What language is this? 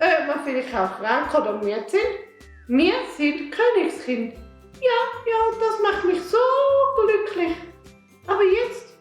Swiss German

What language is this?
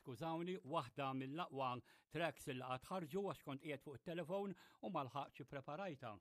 Maltese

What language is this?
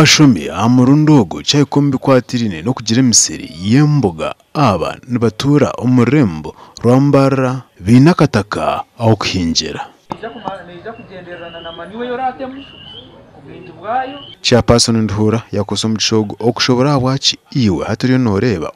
Nyankole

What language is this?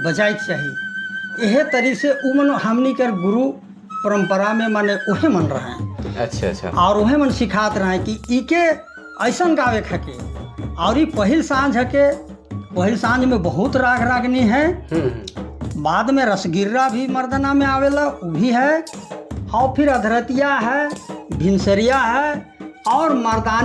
Sadri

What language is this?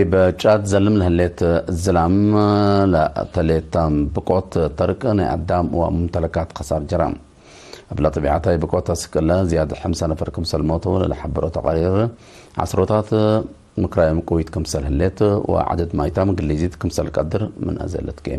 Tigre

